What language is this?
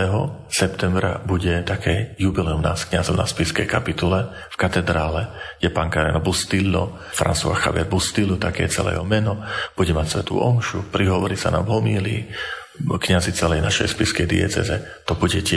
Slovak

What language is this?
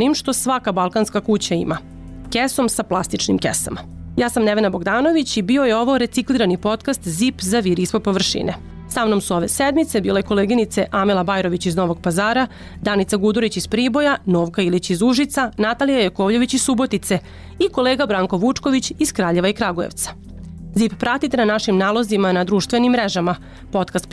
Serbian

